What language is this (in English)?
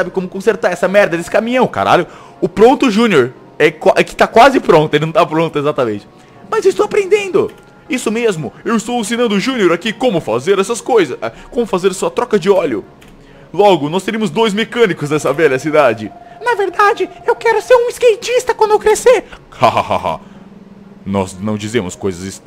Portuguese